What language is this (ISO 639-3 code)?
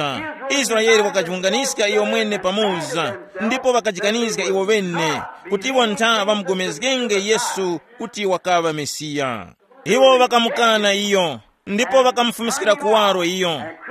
tum